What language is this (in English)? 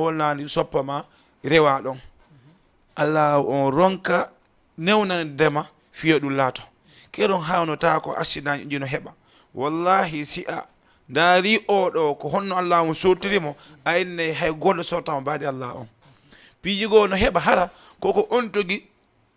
Fula